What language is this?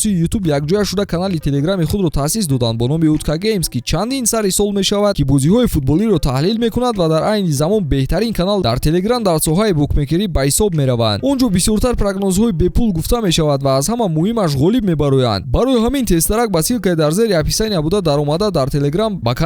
Tajik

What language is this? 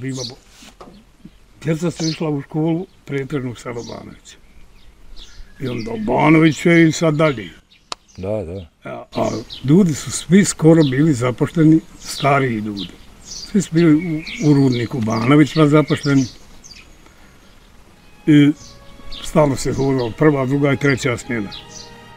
Bosnian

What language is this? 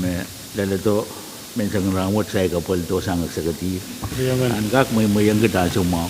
Pohnpeian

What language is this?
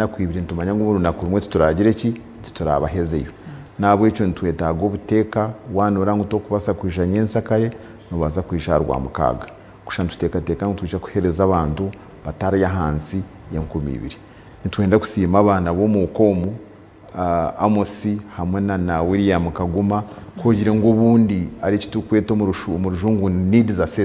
Nyankole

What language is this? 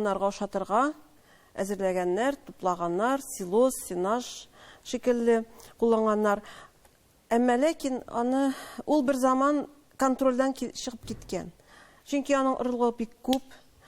Tatar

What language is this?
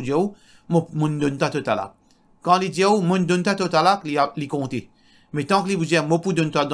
Morisyen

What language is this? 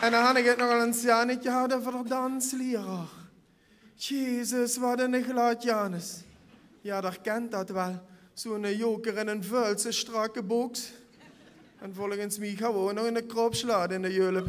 Limburgish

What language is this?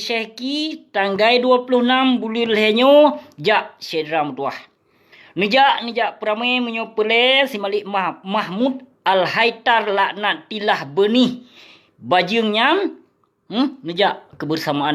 Achinese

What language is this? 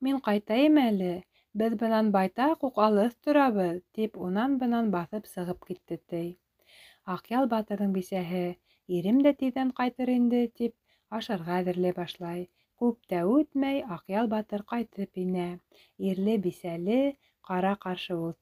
Bashkir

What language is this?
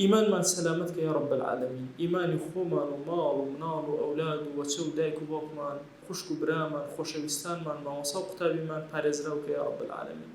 Central Kurdish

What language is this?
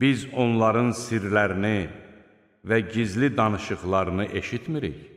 Azerbaijani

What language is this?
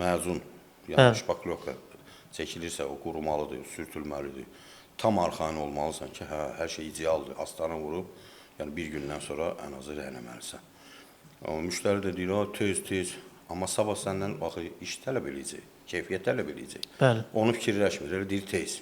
Azerbaijani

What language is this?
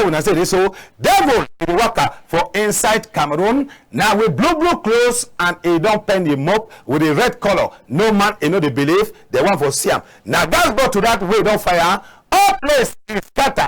Cameroon Pidgin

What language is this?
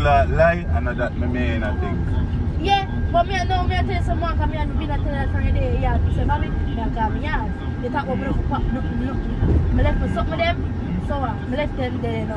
Jamaican Creole English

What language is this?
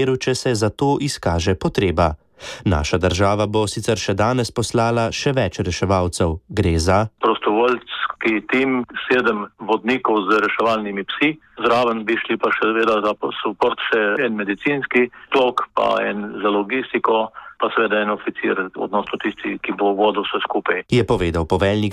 Slovenian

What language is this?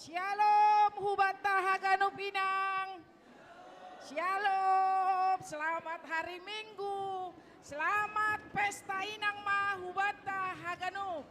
Batak Simalungun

